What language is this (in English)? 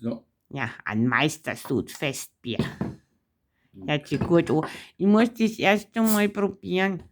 Bavarian